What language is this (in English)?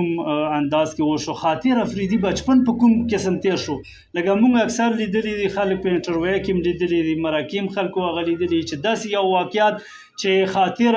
Pashto